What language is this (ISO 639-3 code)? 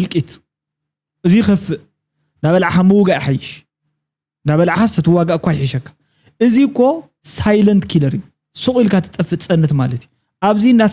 tir